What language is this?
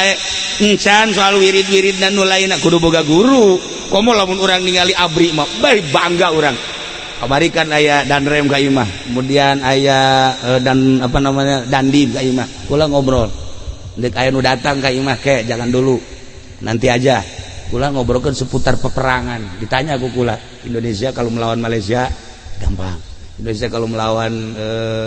Sundanese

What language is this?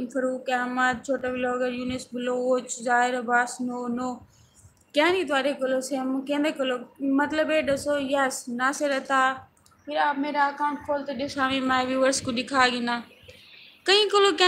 Saraiki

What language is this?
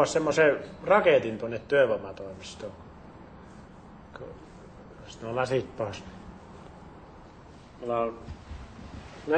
Finnish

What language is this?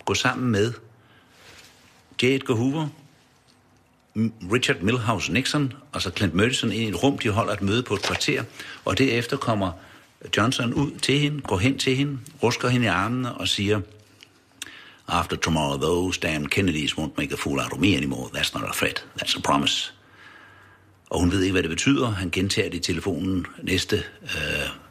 Danish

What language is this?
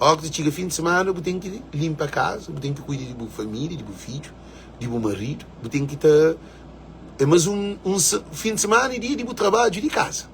Kabuverdianu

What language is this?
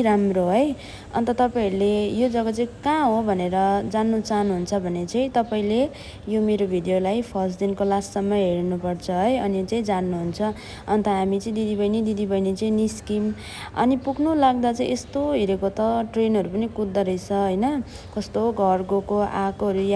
Nepali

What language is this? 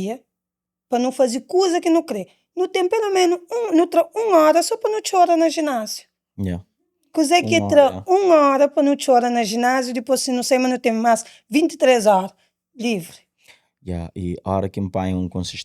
Kabuverdianu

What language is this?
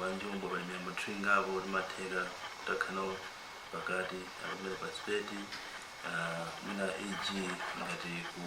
Nyanja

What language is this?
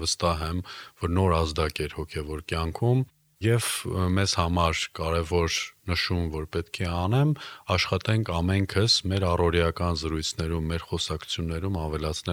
Armenian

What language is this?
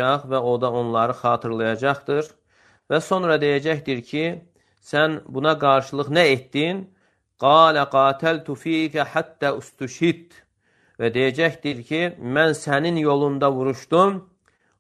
Azerbaijani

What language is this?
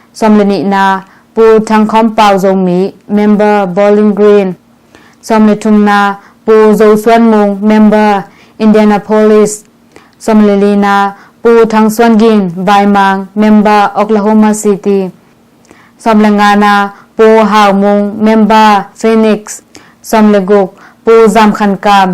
Tedim Chin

